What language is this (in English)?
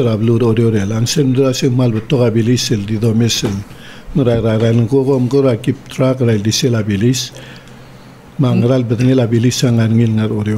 Palauan